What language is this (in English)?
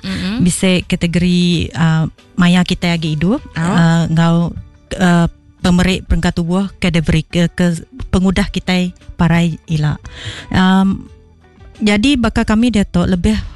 Iban